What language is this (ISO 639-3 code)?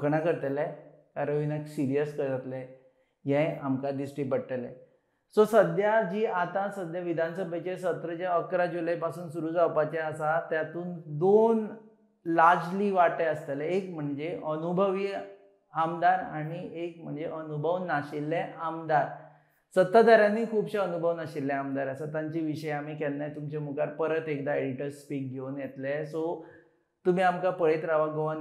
kok